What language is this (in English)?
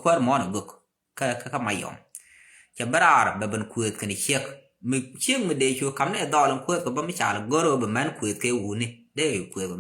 Nuer